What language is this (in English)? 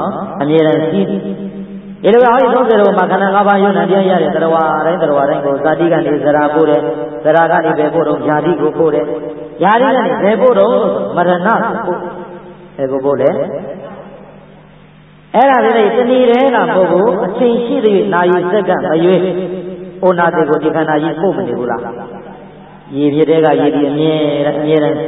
Burmese